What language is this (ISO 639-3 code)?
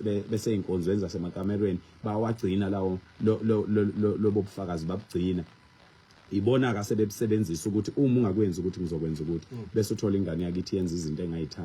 zul